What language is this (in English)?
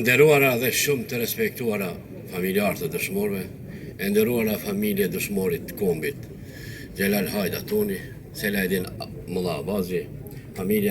Albanian